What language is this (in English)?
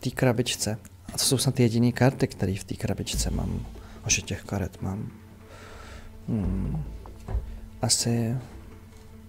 Czech